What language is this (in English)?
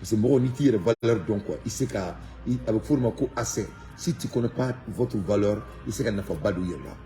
Bambara